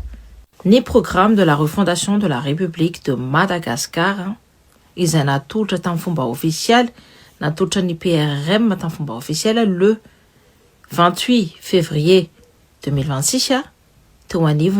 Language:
Malagasy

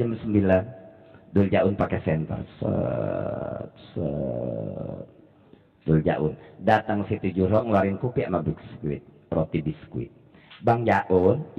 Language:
Betawi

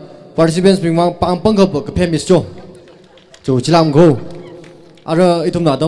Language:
Tangkhul Naga (India)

